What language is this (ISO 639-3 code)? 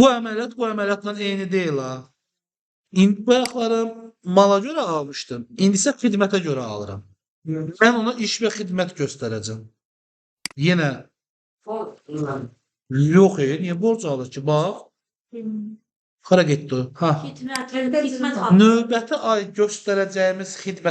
aze